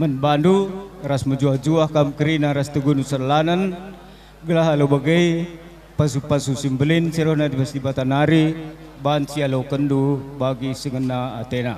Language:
Batak Karo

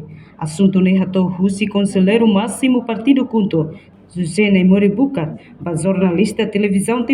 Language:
Tetum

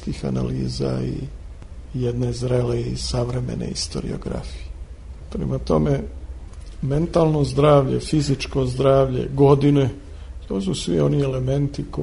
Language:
Serbian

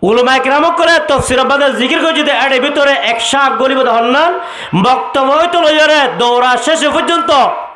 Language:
Rohingya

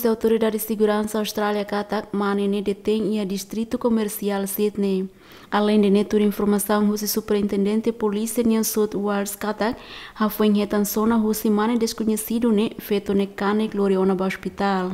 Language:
Tetum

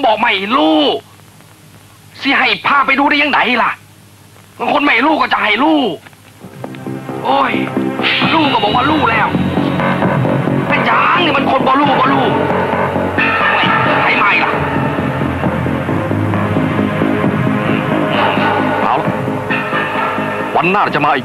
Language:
Thai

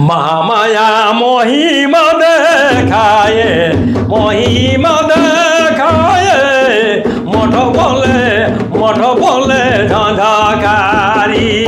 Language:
Sadri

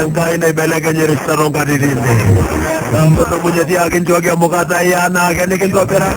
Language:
Masai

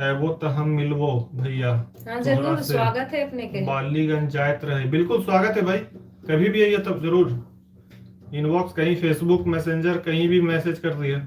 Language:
Magahi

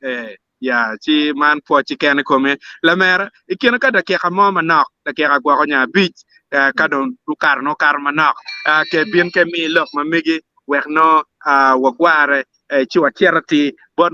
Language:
Acoli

